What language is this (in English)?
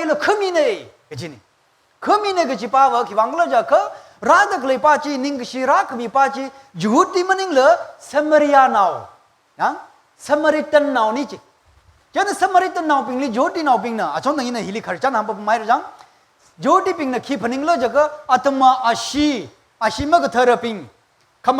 Tangkhul Naga (India)